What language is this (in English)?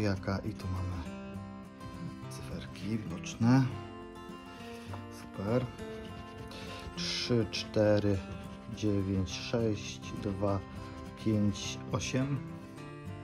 Polish